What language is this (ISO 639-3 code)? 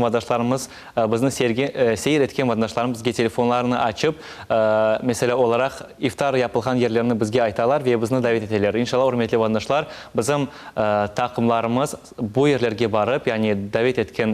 crh